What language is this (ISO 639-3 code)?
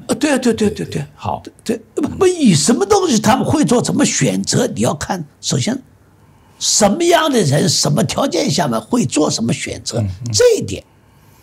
zho